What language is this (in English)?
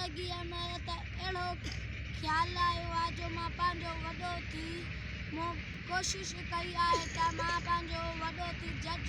Sindhi